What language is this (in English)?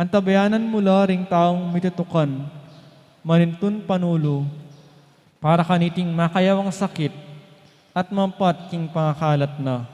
Pampanga